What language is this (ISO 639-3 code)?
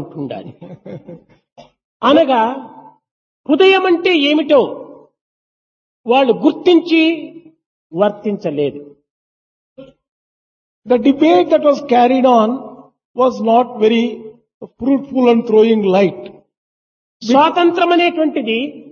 tel